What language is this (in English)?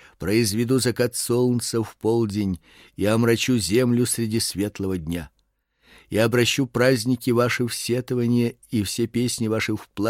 Russian